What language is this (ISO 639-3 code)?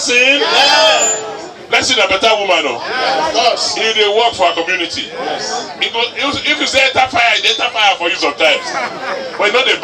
pcm